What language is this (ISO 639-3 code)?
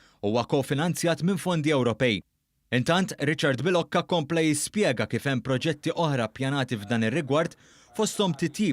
mlt